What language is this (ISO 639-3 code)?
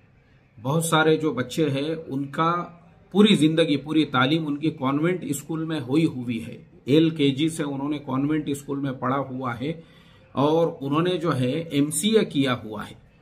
hin